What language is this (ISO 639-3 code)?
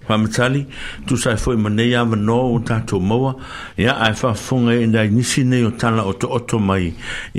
smo